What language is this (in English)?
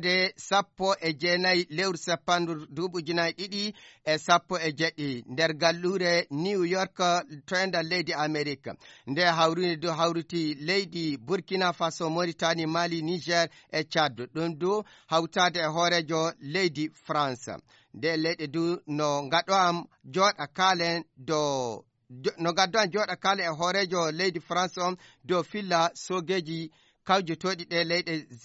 Fula